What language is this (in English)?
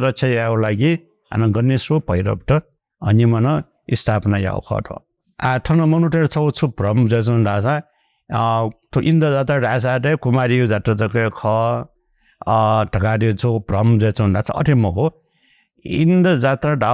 Newari